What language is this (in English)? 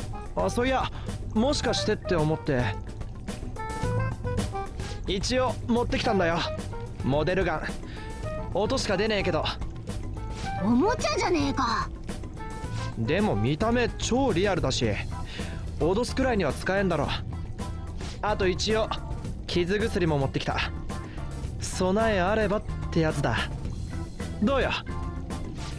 Japanese